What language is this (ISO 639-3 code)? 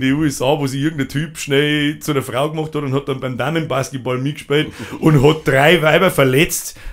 bar